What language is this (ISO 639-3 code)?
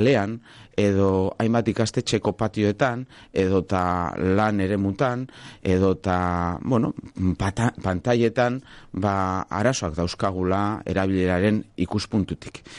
eus